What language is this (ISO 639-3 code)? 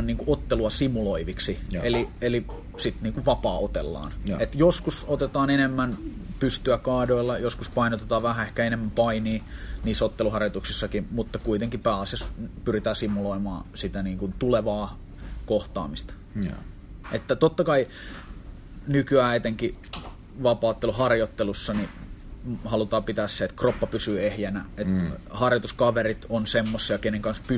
fin